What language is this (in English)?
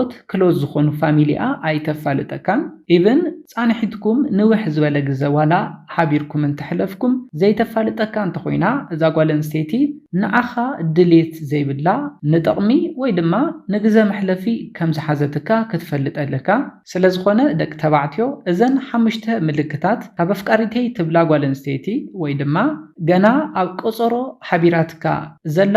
Tigrinya